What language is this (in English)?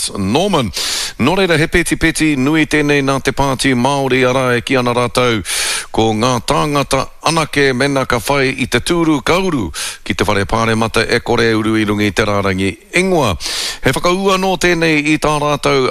Māori